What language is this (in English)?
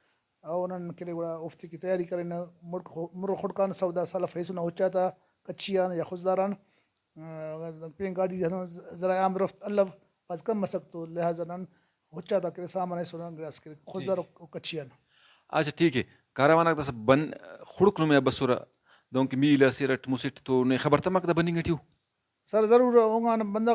Brahui